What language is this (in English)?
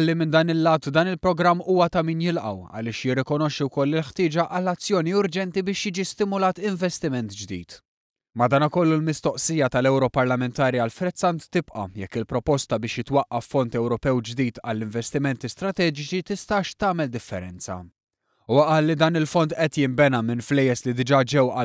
Maltese